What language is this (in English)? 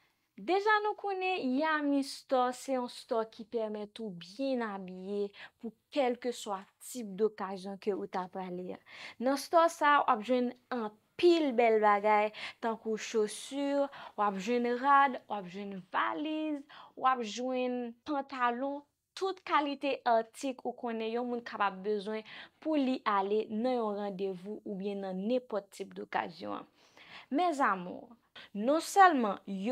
Haitian Creole